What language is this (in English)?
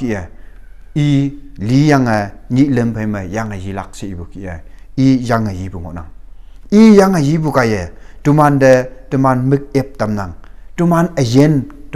Konyak Naga